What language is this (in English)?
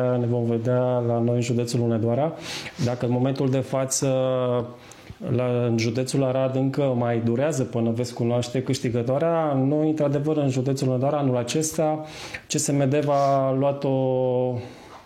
Romanian